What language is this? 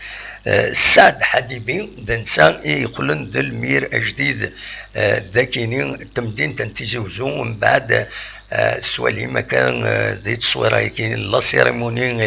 Kabyle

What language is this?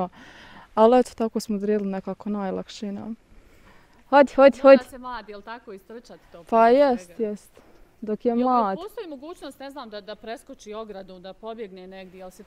Bosnian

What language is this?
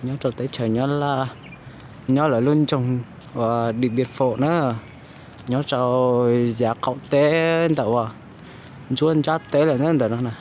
Hmong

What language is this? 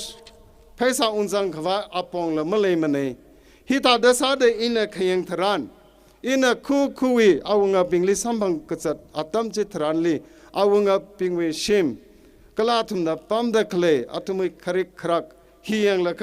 Tangkhul Naga (India)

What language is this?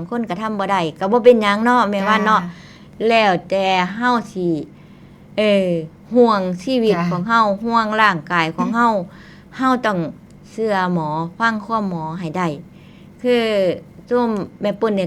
Northeastern Thai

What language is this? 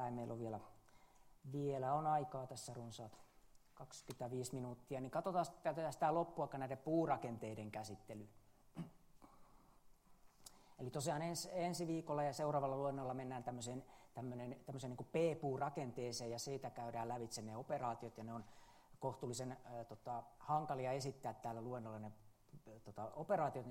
Finnish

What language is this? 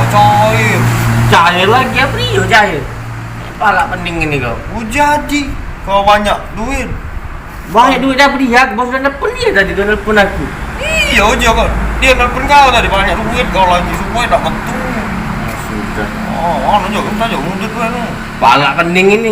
Musi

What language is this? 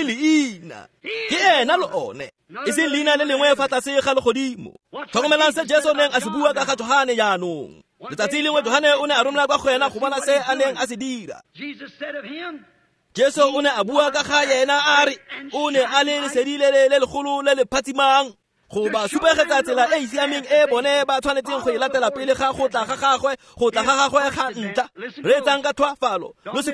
Tswana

